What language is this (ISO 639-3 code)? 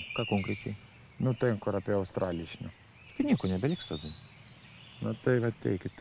lit